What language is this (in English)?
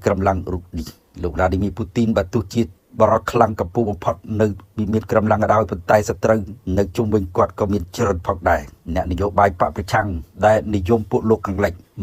Khmer